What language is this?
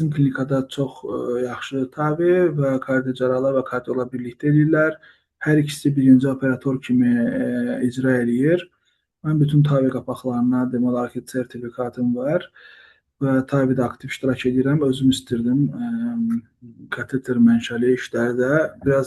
Azerbaijani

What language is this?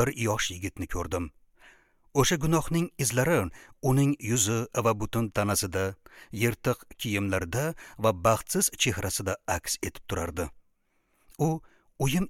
Uzbek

